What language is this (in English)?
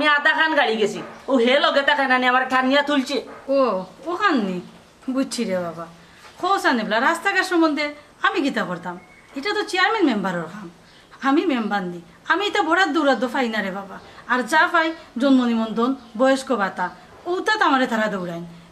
Sylheti